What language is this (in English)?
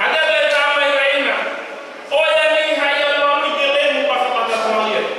Nias